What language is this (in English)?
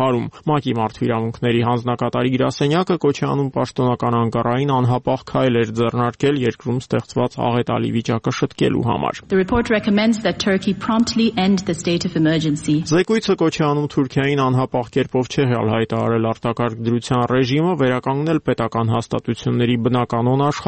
Armenian